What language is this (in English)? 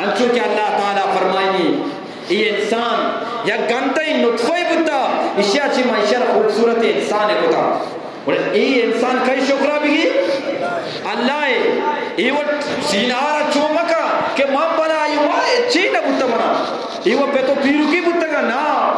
Eastern Balochi